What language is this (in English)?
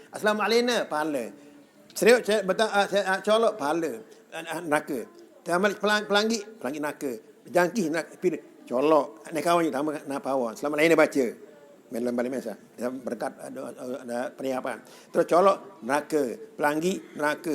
Sasak